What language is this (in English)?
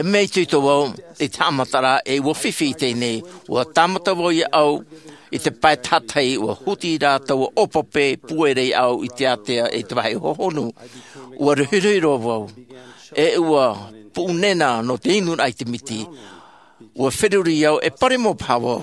Tahitian